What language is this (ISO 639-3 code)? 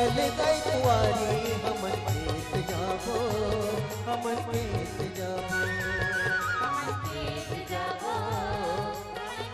hne